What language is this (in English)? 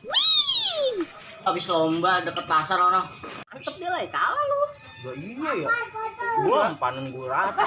Betawi